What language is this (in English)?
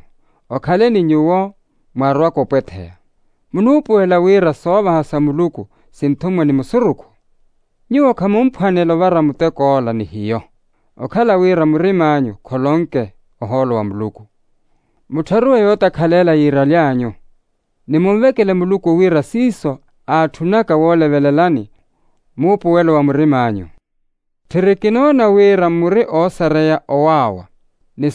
Makhuwa